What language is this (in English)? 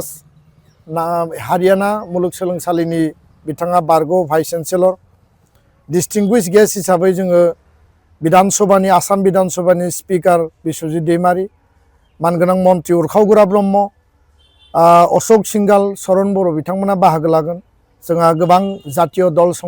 Bodo